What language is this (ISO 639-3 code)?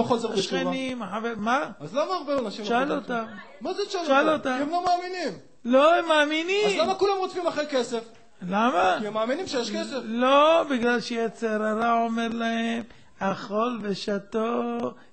heb